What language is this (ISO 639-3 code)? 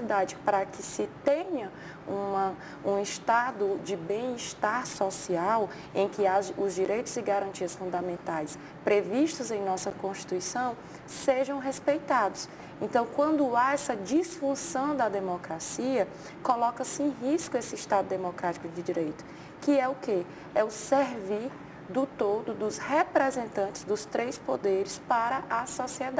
por